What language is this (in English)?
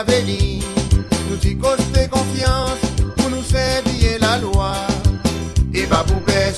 Seselwa Creole French